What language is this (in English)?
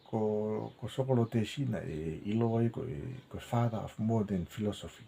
Tongan